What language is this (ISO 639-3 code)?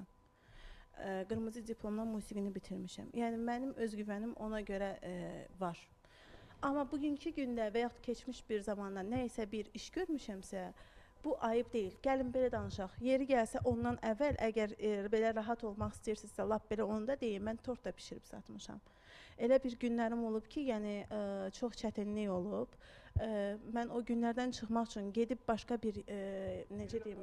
aze